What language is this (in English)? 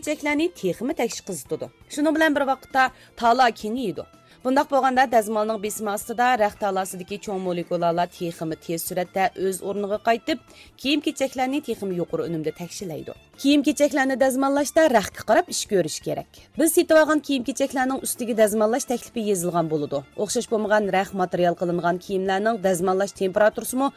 Uyghur